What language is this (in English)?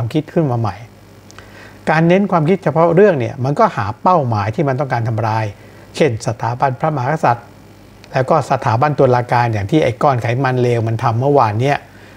Thai